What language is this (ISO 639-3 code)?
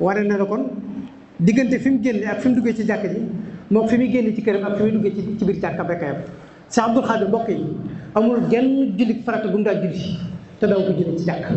wol